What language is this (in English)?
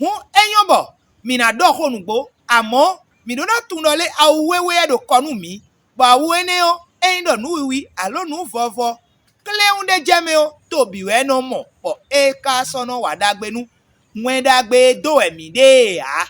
Fon